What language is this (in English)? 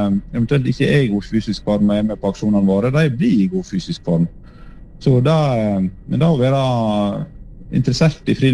Norwegian